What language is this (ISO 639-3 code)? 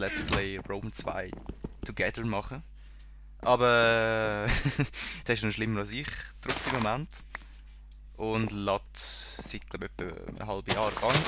gsw